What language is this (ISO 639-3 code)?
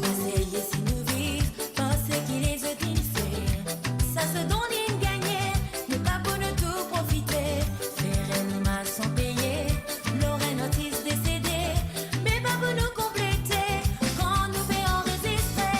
mfe